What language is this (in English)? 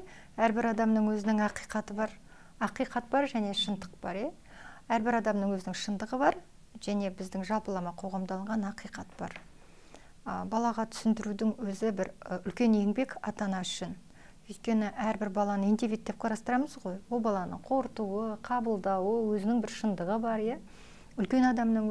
Kazakh